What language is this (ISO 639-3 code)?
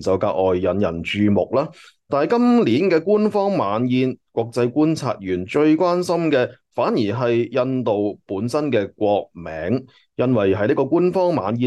yue